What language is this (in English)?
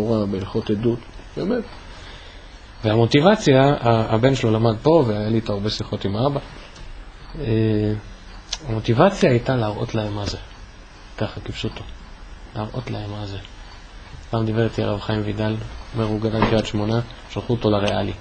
Hebrew